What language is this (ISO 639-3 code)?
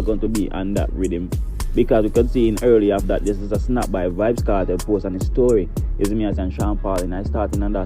jam